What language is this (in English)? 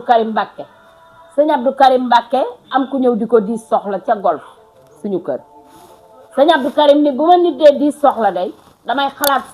Wolof